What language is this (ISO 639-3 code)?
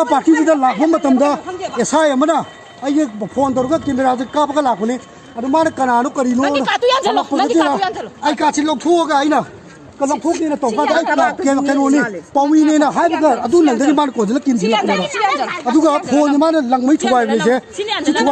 mni